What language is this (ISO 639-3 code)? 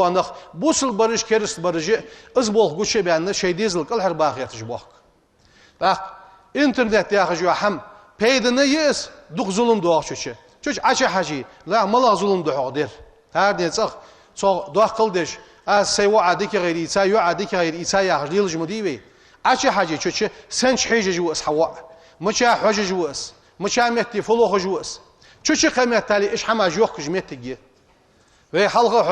inh